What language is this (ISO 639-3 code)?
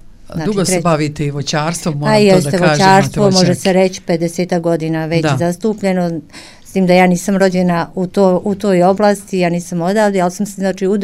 srp